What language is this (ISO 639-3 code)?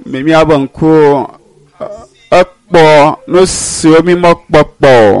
ewe